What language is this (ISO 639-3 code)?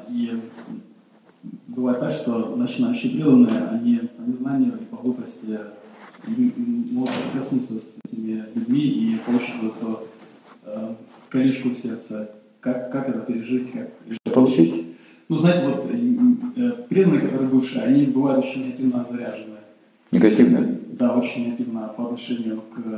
rus